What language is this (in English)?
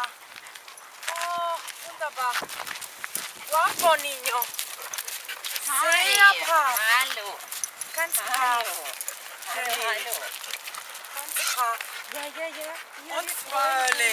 German